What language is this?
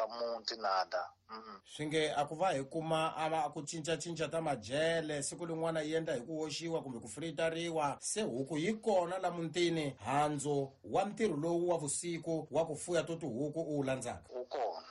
Tsonga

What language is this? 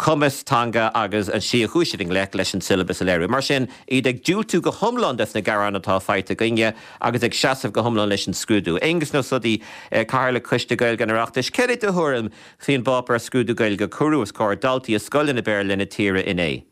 Irish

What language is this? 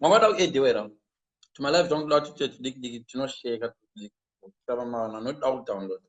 Shona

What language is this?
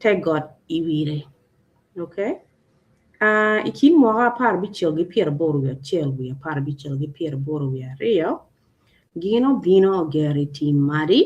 Acoli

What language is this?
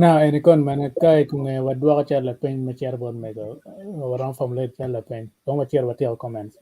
Acoli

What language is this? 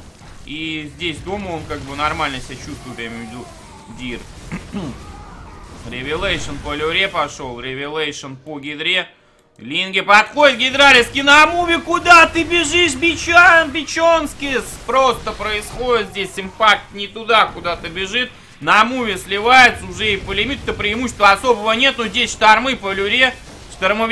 Russian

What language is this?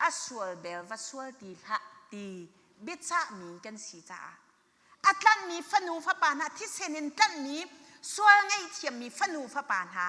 Hakha Chin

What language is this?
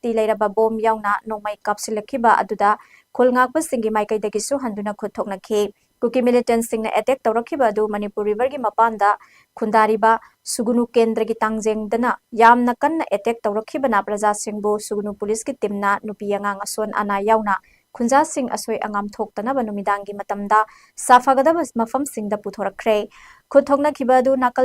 Manipuri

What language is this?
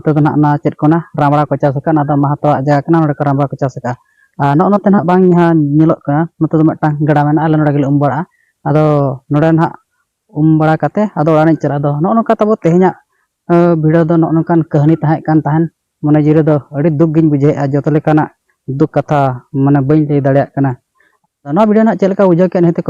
Santali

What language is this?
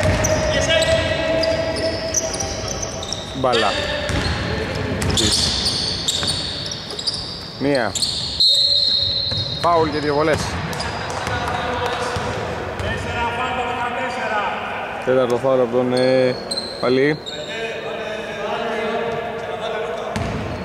Greek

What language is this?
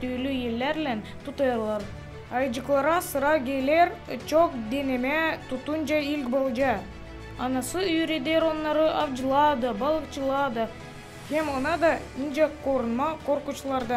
Gagauz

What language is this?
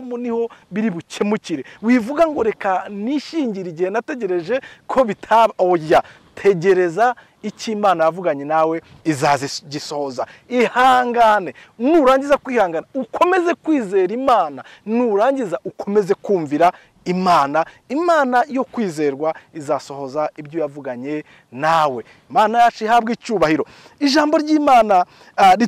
Kinyarwanda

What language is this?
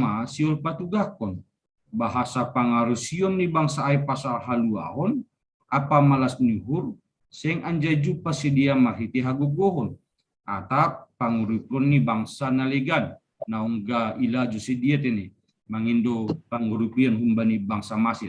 Batak Simalungun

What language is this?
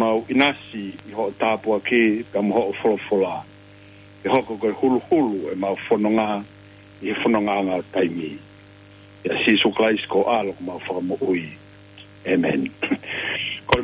Tongan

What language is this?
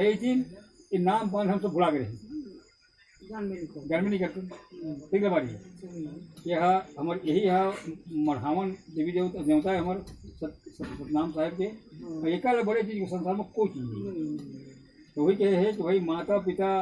Chhattisgarhi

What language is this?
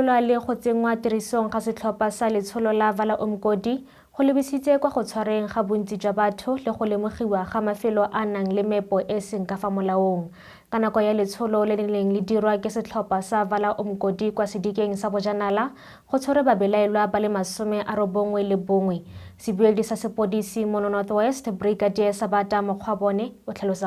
Tswana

